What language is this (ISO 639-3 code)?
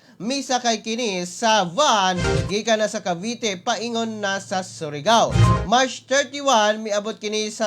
ceb